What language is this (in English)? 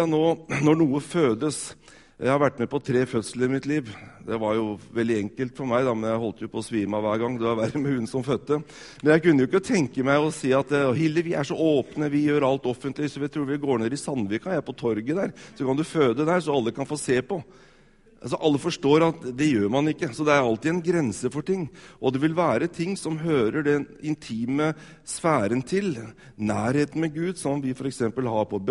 Norwegian